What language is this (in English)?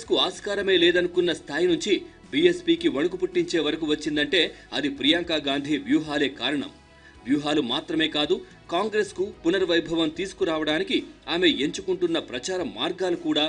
Telugu